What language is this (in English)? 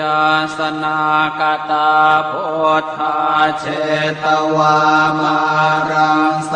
Pali